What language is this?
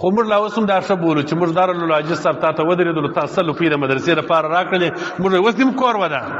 Pashto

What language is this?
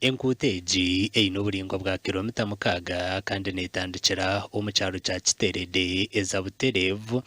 Nyankole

